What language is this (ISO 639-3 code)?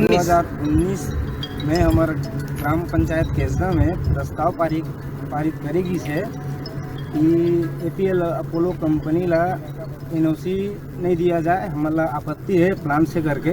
hne